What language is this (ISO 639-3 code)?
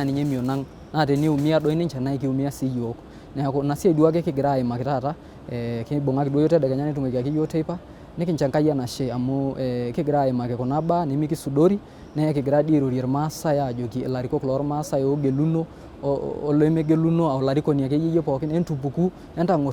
mas